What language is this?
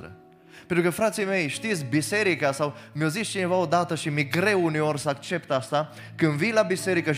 Romanian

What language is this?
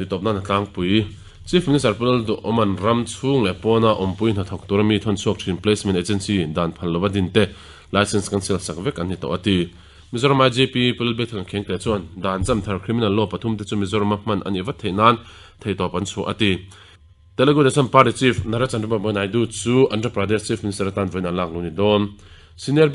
Mizo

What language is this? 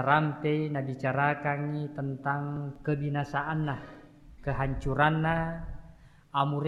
Buginese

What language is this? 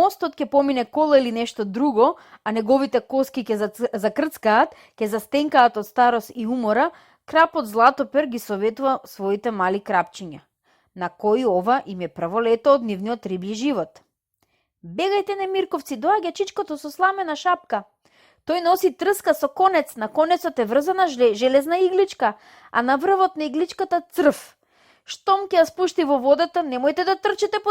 Macedonian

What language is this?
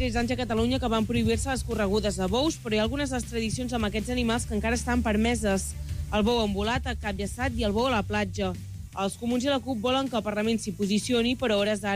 Catalan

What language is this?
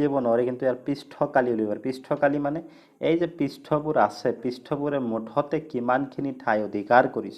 Assamese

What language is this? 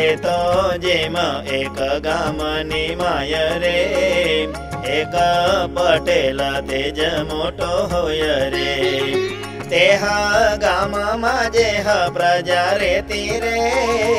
Gujarati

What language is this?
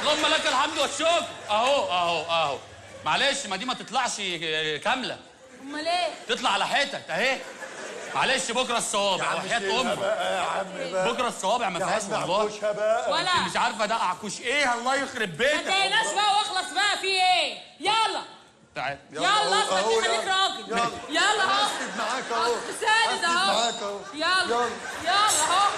Egyptian Arabic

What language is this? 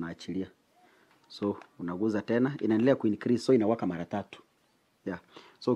Swahili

